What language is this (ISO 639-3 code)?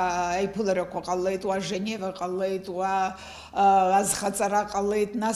abk